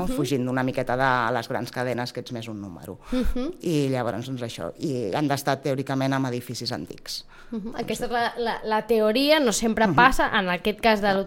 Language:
Catalan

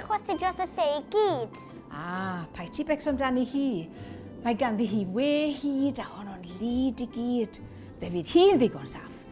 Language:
Welsh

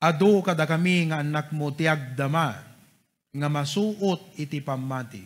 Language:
Iloko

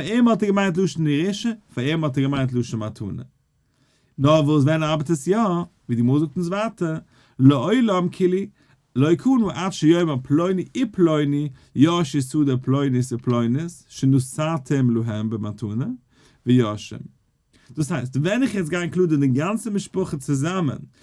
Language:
Yiddish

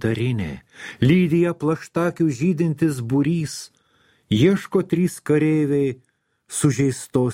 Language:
Lithuanian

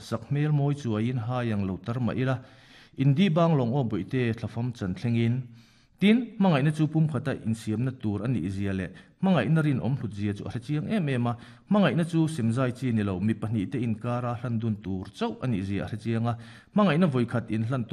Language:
Mizo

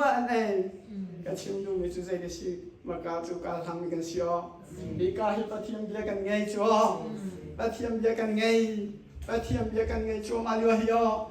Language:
Hakha Chin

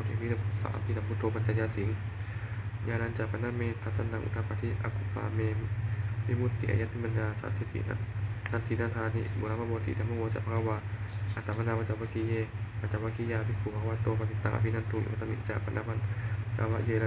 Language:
Pali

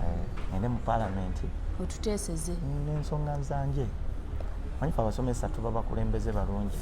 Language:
Ganda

